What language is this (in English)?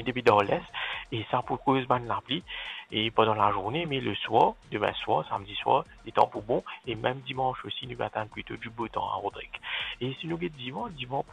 Morisyen